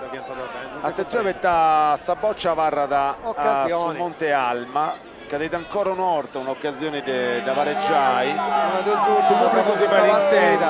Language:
Sardinian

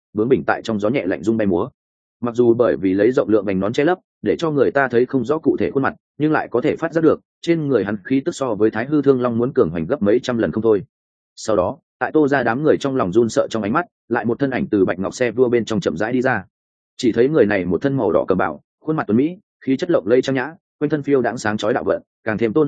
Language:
Vietnamese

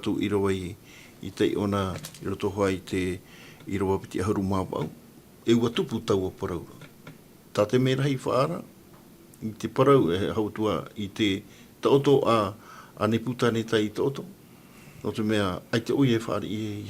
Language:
Tahitian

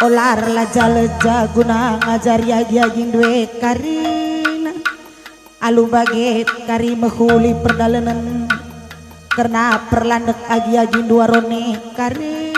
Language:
Batak Karo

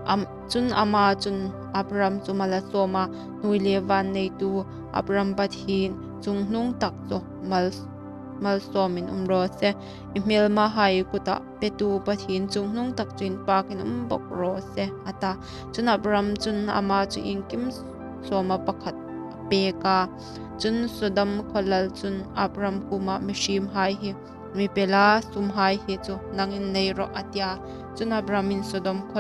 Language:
Hmar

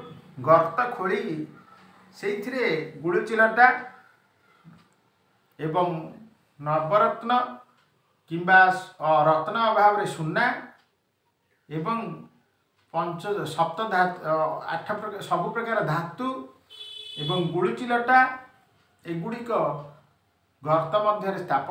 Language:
Odia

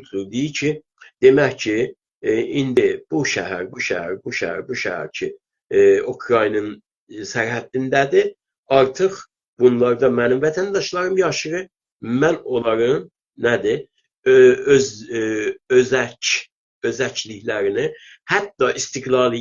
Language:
South Azerbaijani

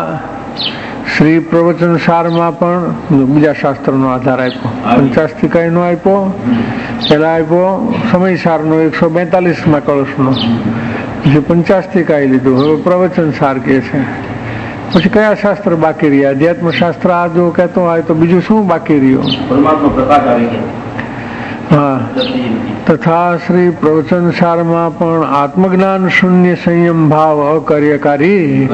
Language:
Gujarati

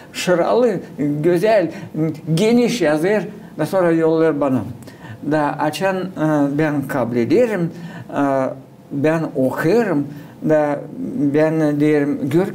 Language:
Gagauz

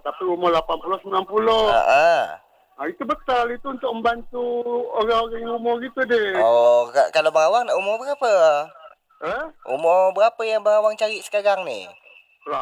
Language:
Malay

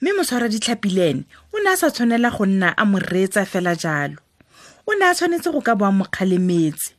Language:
Tswana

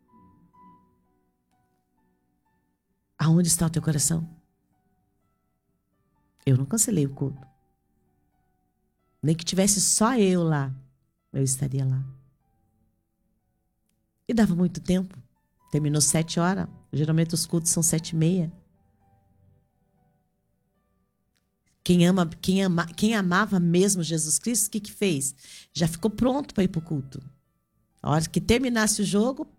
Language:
Portuguese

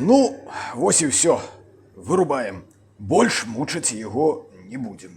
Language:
Belarusian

